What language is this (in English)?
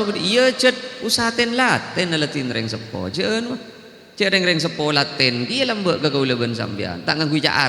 Madurese